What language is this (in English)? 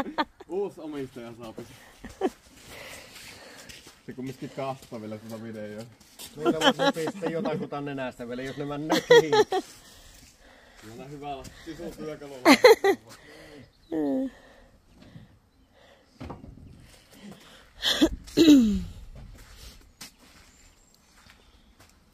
Finnish